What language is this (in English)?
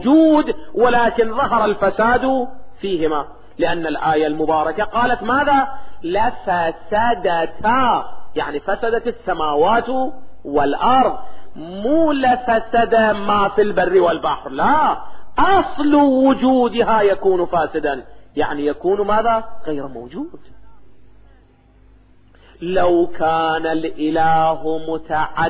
Arabic